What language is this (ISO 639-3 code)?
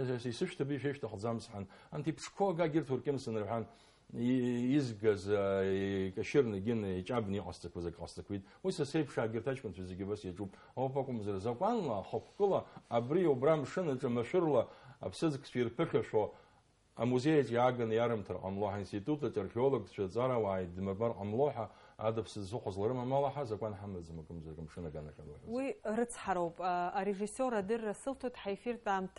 abk